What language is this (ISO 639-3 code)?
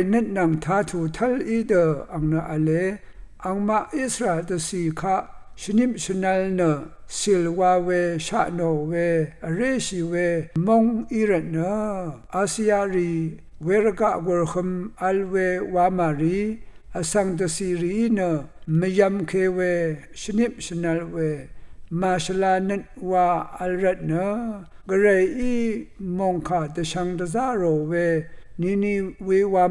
raw